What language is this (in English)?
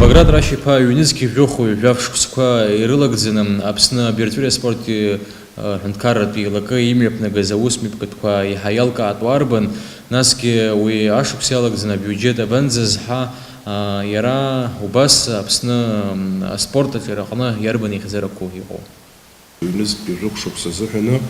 Abkhazian